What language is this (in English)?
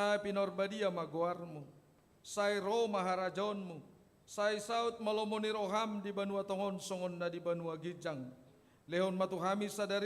Batak Toba